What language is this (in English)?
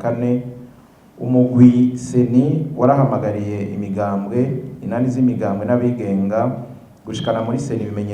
Rundi